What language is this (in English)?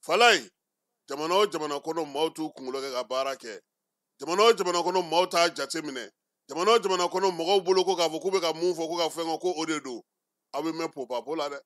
Bambara